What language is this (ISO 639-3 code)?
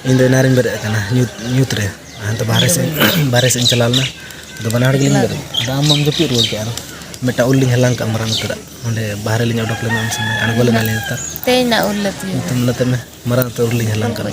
sat